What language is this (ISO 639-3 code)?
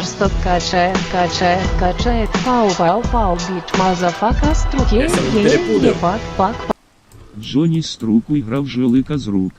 rue